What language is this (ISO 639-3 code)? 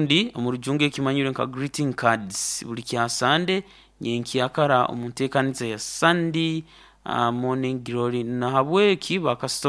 nyo